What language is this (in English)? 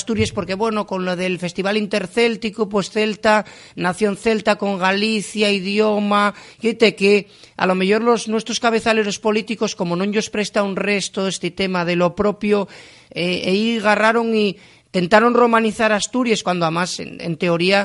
Asturian